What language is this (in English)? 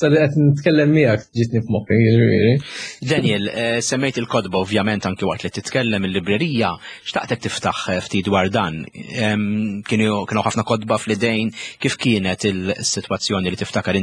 Maltese